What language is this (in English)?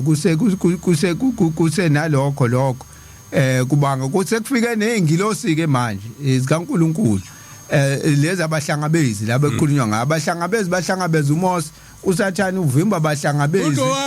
Zulu